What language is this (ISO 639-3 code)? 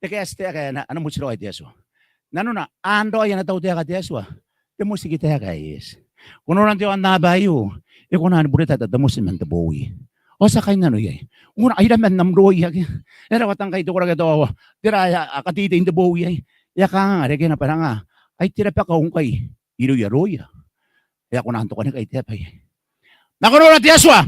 gil